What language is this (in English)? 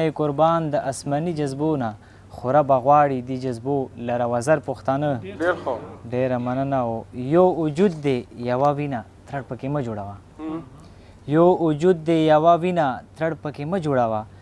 Pashto